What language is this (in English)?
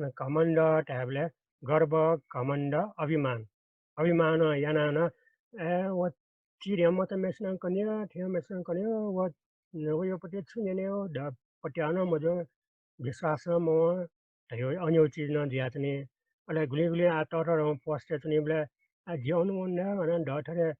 Newari